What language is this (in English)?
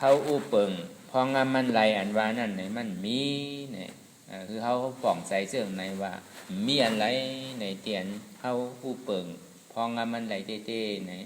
Shan